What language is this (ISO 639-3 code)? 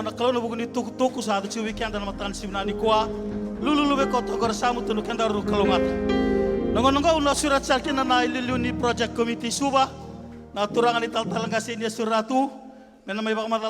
fij